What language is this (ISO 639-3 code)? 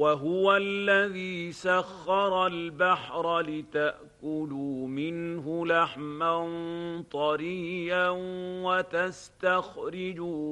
ara